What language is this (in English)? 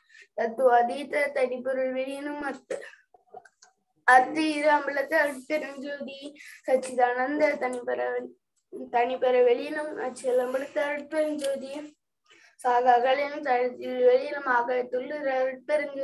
Tamil